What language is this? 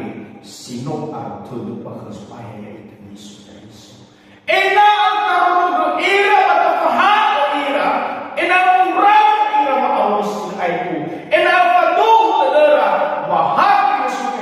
Nias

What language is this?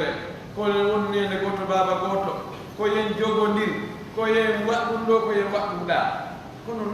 Pular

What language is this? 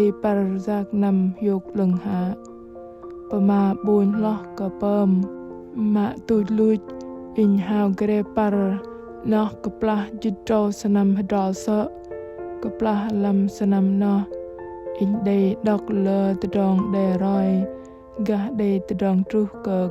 Bahnar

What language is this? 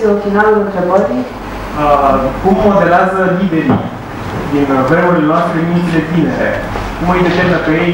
Romanian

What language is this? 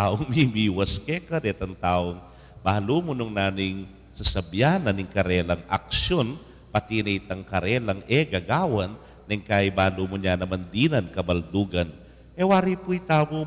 Pampanga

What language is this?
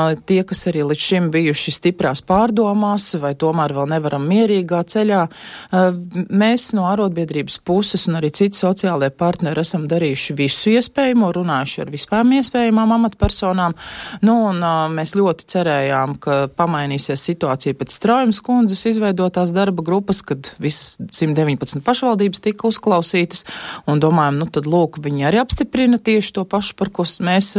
Latvian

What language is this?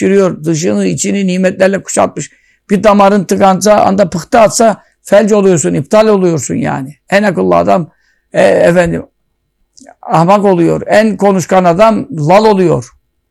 Turkish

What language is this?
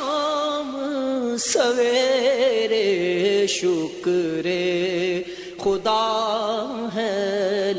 Urdu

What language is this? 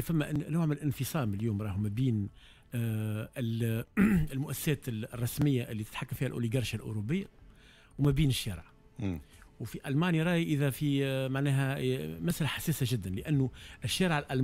Tunisian Arabic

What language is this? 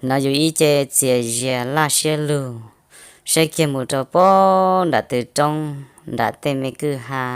Hmong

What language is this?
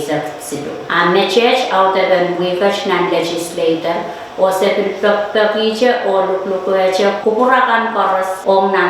Pohnpeian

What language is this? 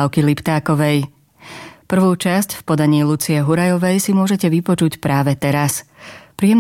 Slovak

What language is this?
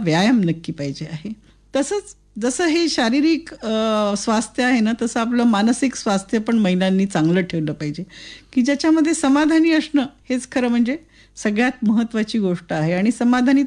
Marathi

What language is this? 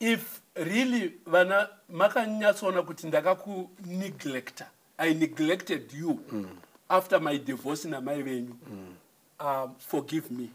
Shona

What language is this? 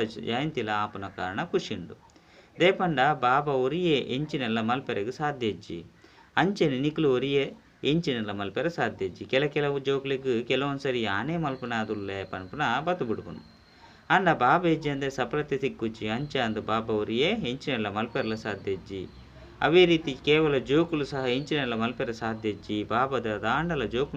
Tulu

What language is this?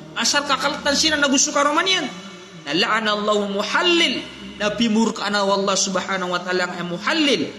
Maranao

